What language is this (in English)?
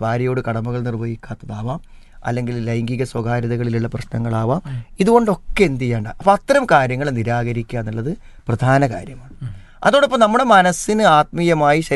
Malayalam